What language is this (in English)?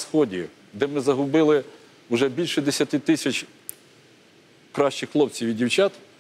Ukrainian